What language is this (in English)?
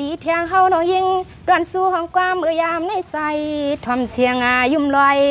Shan